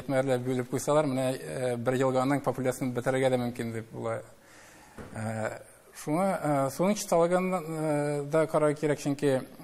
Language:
Tatar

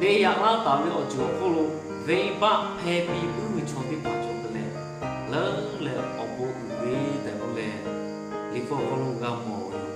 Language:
Lahu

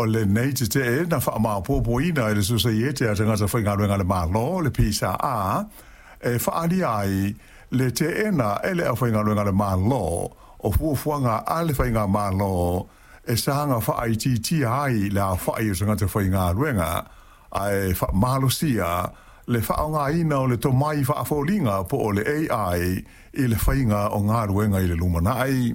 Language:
Samoan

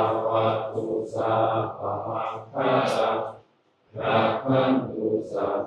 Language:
Northeastern Thai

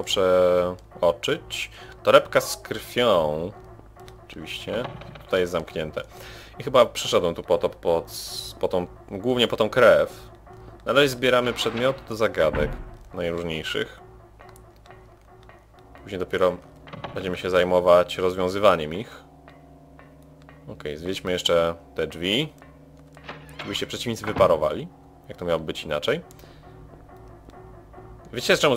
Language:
Polish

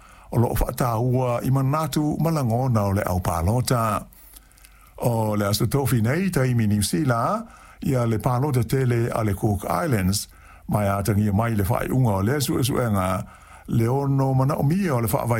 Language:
Samoan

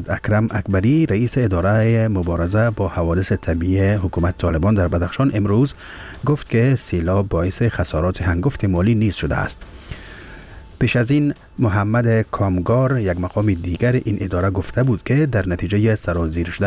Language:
Persian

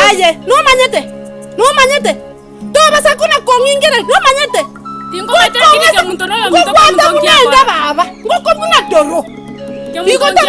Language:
Gusii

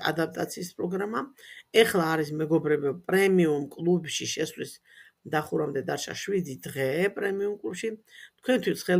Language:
Georgian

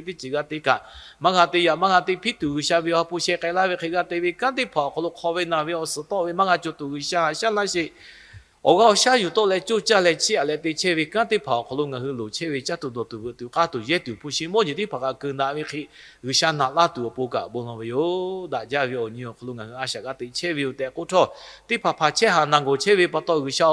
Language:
Lahu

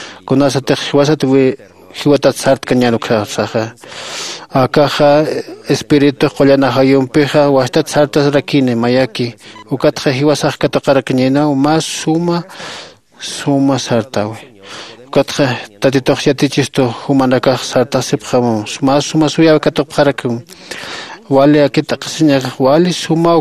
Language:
Aymara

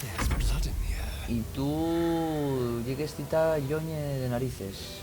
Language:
Asturian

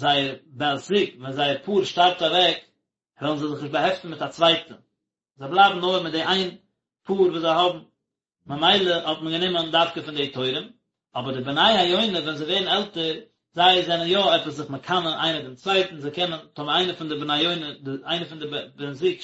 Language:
Yiddish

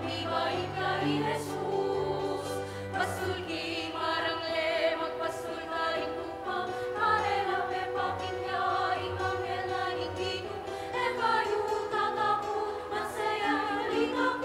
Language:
Pampanga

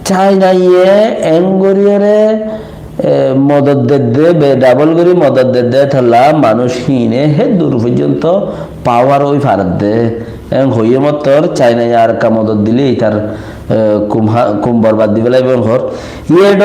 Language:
Rohingya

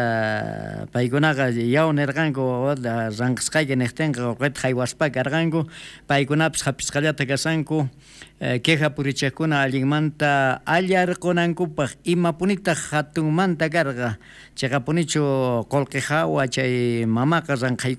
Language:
South Bolivian Quechua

